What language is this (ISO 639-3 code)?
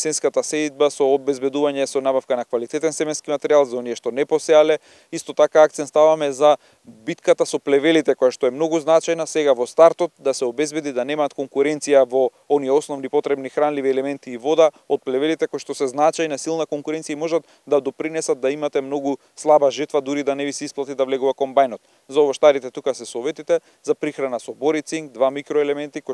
mkd